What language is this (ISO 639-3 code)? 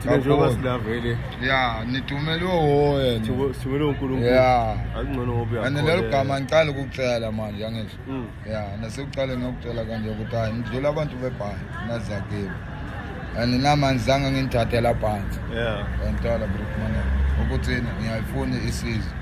zul